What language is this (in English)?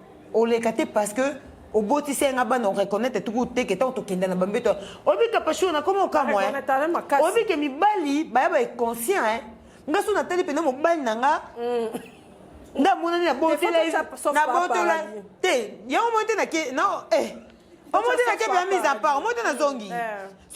Lingala